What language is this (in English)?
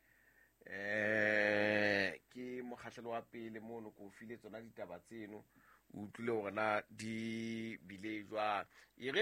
Southern Sotho